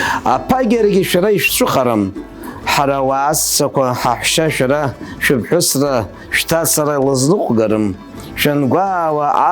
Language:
Abkhazian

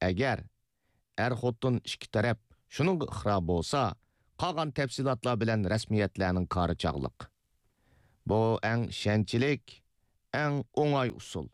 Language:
Uyghur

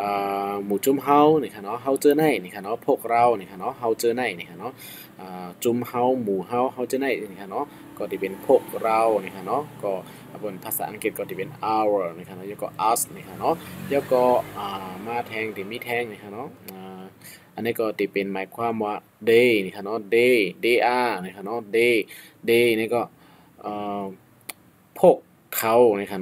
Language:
Shan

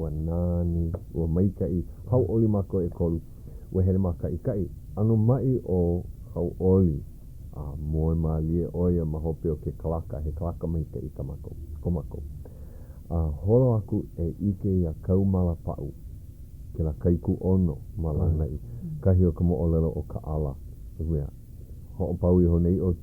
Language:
Hawaiian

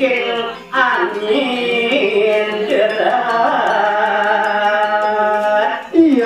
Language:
Balinese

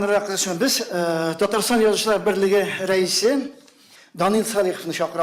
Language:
Tatar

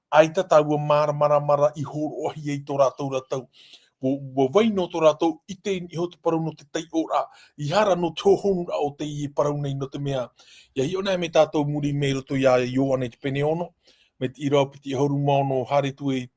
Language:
Tahitian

